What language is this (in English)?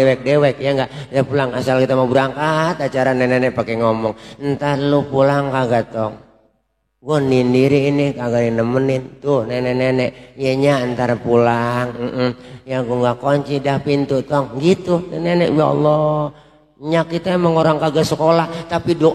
Betawi